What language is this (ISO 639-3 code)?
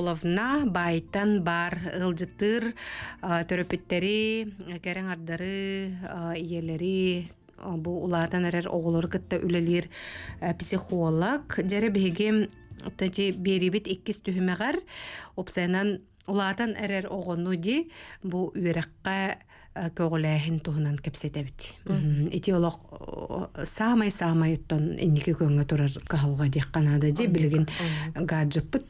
sah